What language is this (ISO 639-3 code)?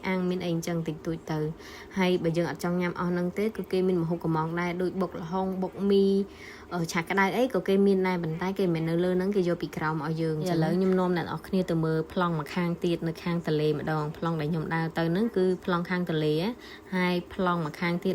khm